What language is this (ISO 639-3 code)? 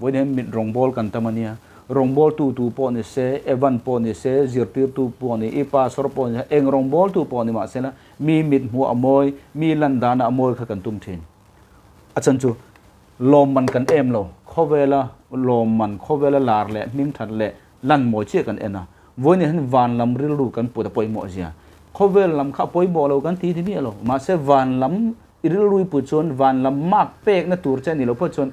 lus